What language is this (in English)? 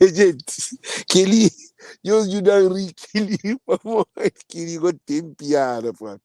Kabuverdianu